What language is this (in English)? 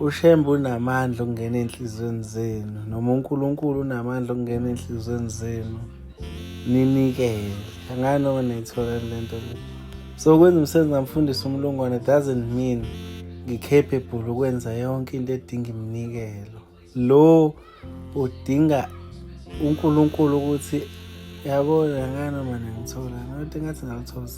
Zulu